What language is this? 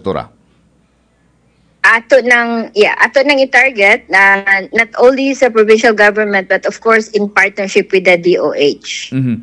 Cebuano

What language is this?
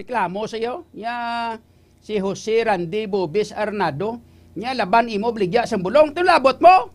Hiligaynon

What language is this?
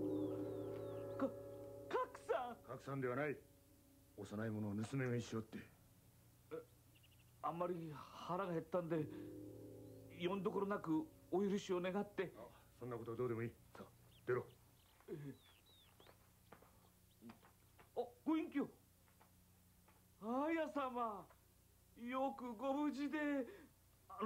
Japanese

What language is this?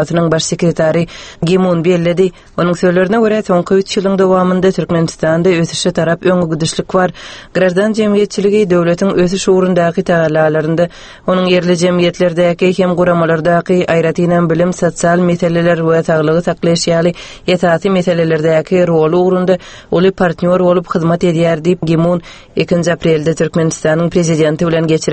Turkmen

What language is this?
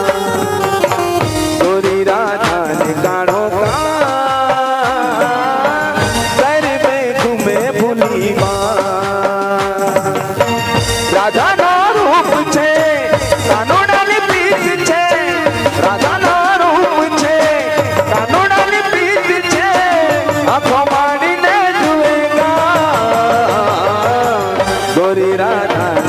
Gujarati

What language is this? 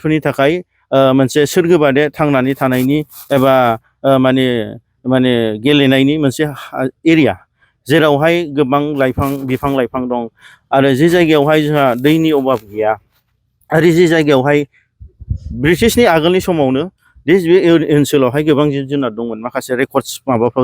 Bodo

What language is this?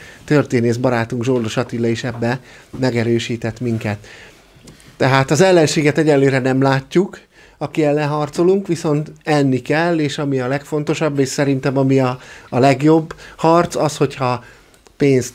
Hungarian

